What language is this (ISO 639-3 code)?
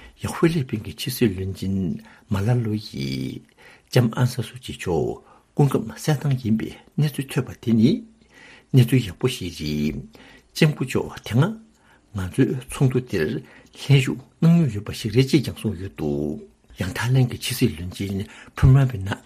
bod